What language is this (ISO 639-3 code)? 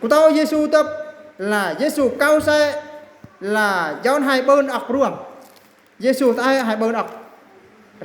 bru